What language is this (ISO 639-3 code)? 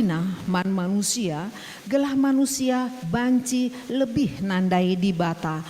btx